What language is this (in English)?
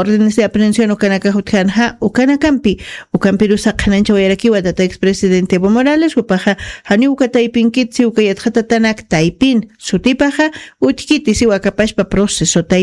Aymara